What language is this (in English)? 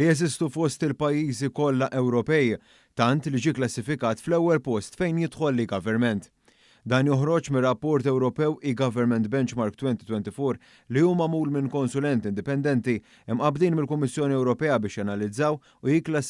Maltese